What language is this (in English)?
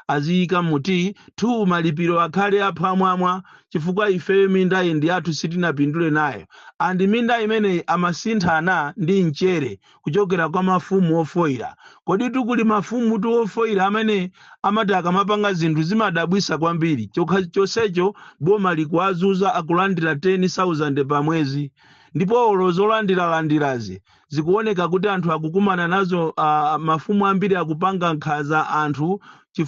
Nyanja